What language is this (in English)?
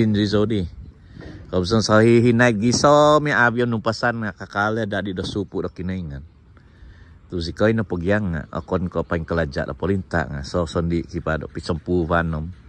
Central Dusun